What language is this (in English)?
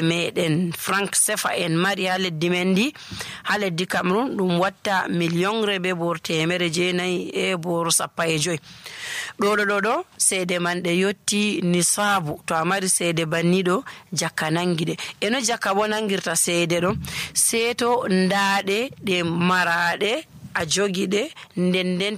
Nigerian Fulfulde